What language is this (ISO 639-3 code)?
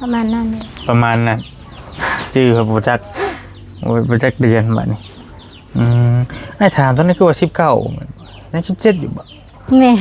tts